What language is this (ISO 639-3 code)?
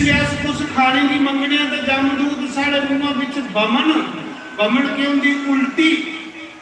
doi